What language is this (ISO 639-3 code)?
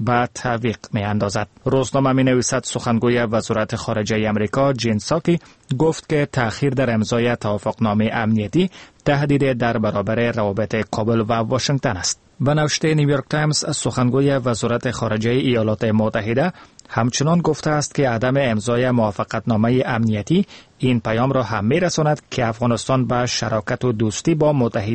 fas